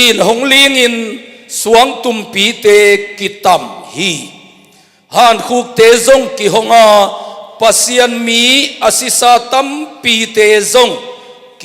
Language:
Tedim Chin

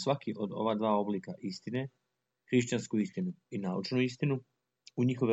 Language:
Serbian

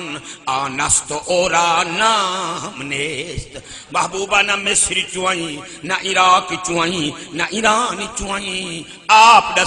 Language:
Saraiki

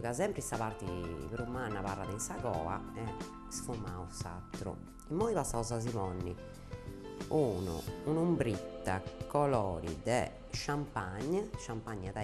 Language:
Sardinian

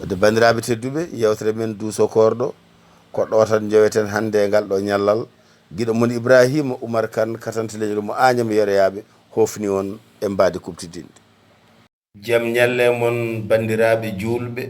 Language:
Fula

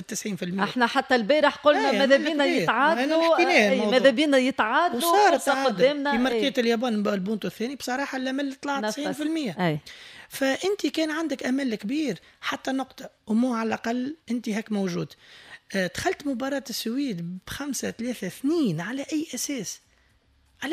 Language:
Tunisian Arabic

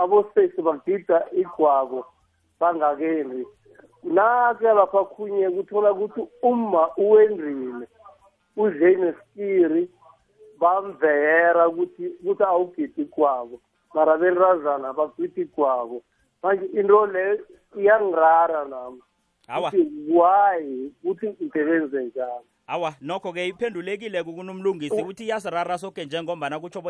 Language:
South Ndebele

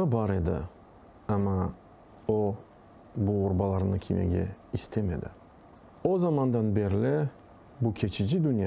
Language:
Crimean Tatar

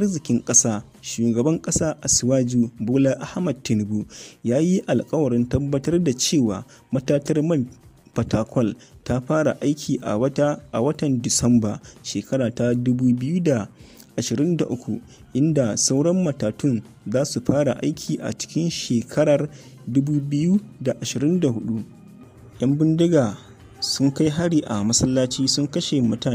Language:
Hausa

